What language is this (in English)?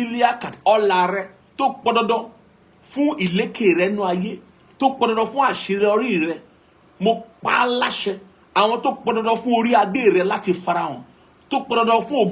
Yoruba